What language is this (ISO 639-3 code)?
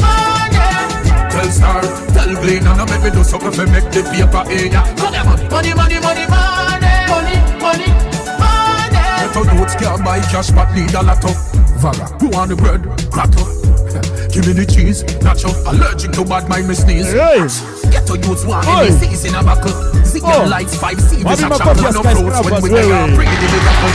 mer